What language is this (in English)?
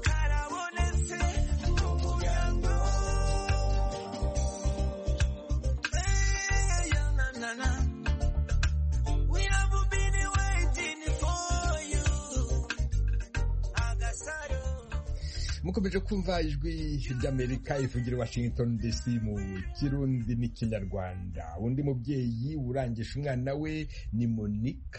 Kinyarwanda